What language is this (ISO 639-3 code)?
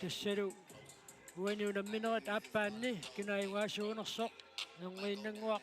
kal